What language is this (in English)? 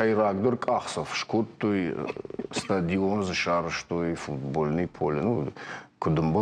Ossetic